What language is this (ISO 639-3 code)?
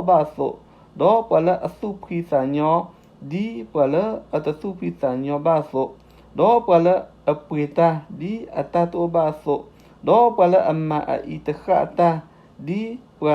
ksw